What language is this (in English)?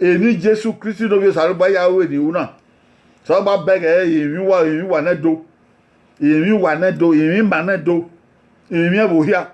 Bini